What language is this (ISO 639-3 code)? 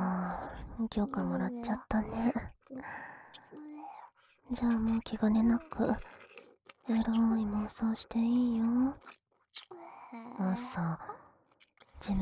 jpn